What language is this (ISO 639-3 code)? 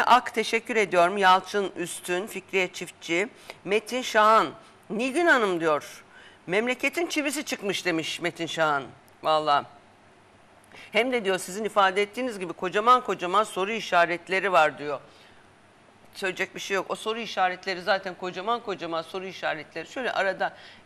tur